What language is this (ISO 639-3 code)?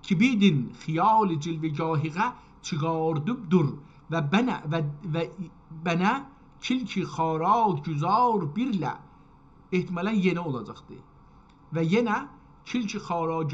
azb